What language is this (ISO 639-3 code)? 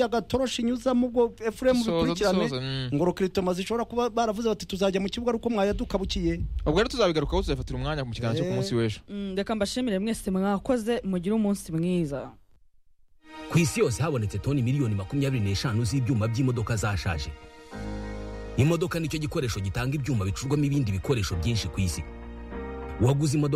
kin